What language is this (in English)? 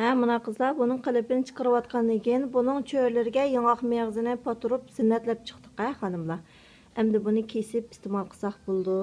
Uyghur